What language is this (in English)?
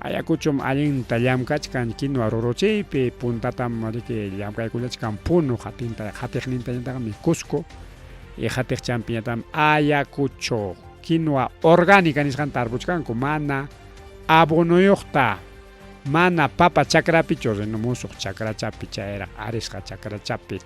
Ayacucho Quechua